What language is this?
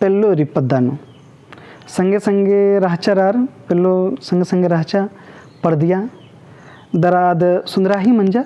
Kurukh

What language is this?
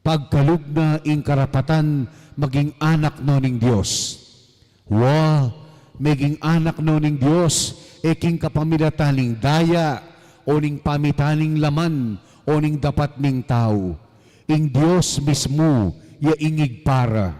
Pampanga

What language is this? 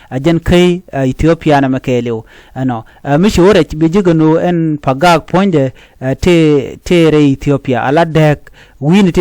Nuer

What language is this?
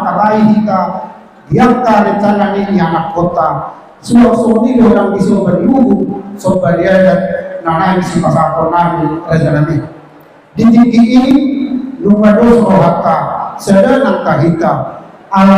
Batak Toba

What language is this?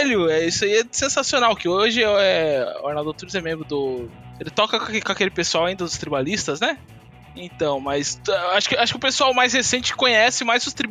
Portuguese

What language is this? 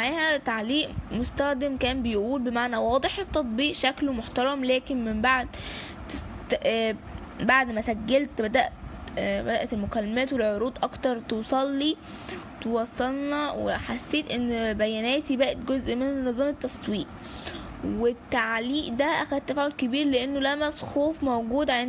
Egyptian Arabic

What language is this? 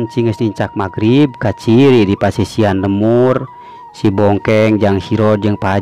Sundanese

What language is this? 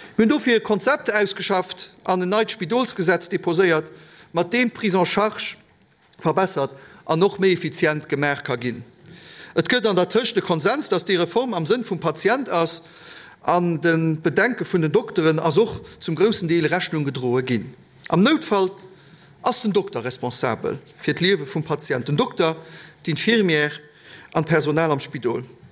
Luxembourgish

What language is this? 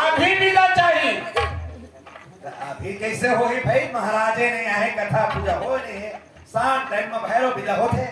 Chhattisgarhi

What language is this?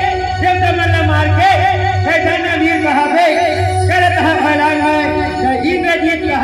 Chhattisgarhi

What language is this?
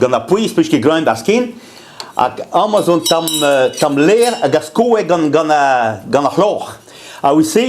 Breton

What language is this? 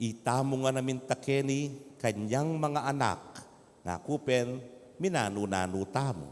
Pampanga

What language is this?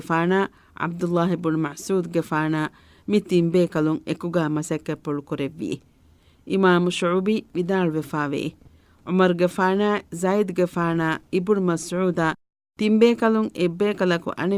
Divehi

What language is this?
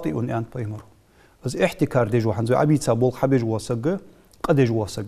Ingush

